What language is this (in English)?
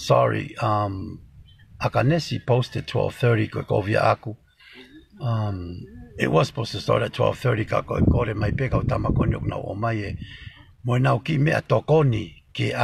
Tongan